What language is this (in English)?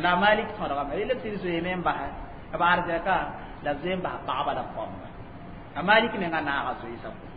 Mossi